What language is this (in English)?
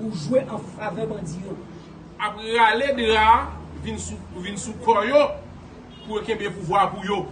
Haitian Creole